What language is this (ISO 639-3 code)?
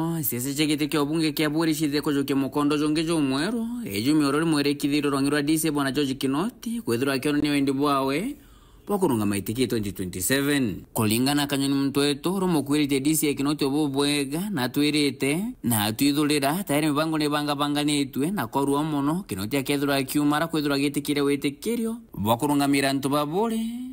mer